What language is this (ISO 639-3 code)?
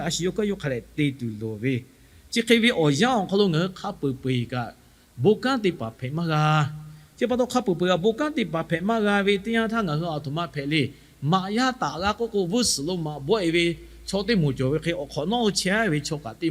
lhu